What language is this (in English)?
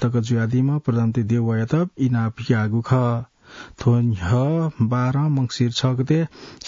Newari